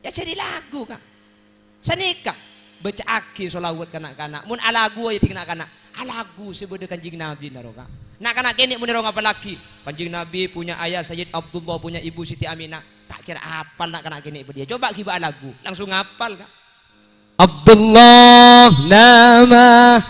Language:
Madurese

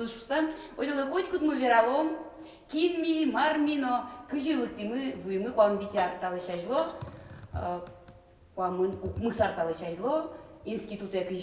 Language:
Udmurt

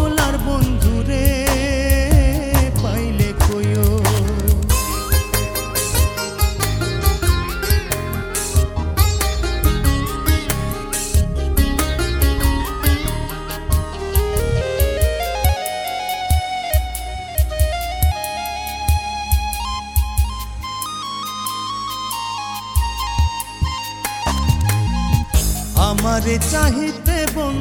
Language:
Bangla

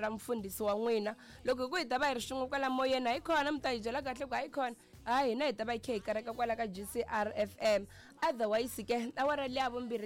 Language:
Tsonga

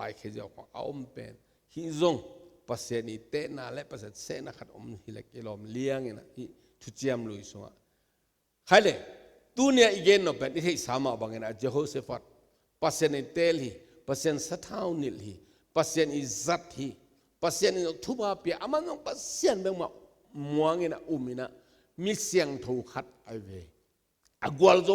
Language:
Tedim Chin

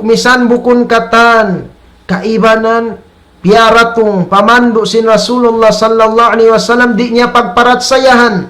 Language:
Tausug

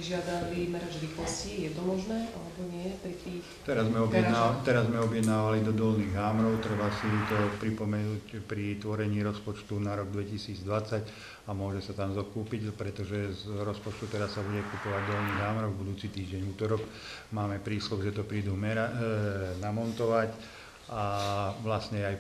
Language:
Slovak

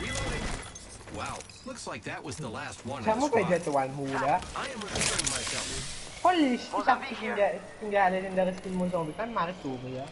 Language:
Morisyen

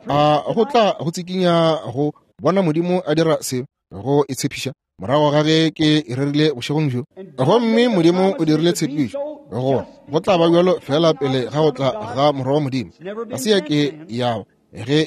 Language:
Northern Sotho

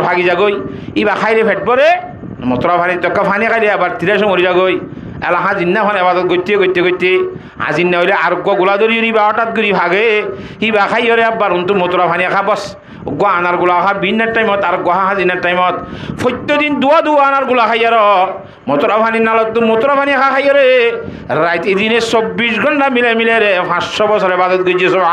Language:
Rohingya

